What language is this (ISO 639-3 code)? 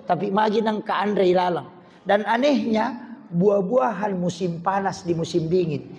bug